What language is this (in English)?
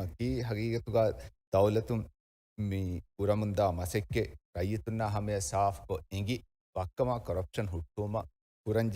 Divehi